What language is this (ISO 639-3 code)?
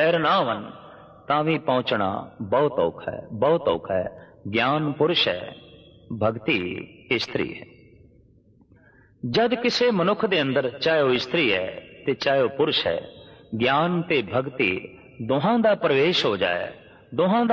pan